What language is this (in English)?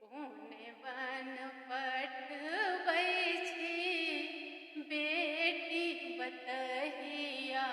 Maithili